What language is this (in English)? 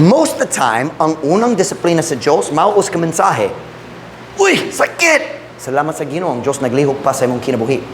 Cebuano